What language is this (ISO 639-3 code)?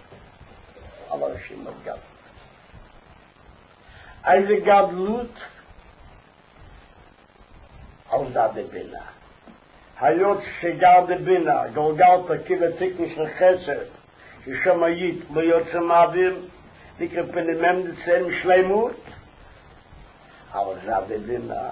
heb